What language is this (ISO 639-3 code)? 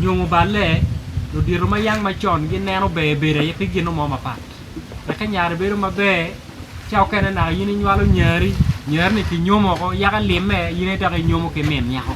ach